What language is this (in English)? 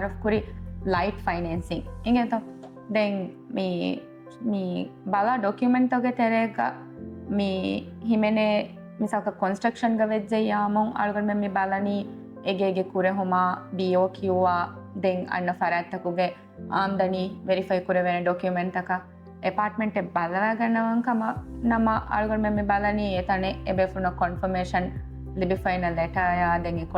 Divehi